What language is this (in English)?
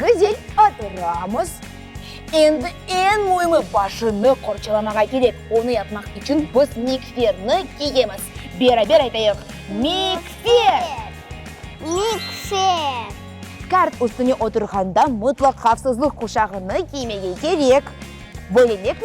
Crimean Tatar